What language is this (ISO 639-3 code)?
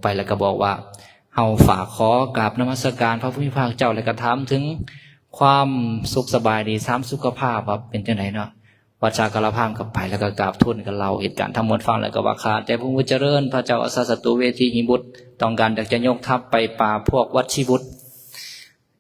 lao